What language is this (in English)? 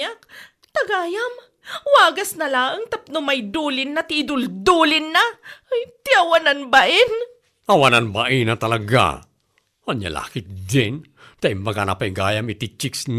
Iloko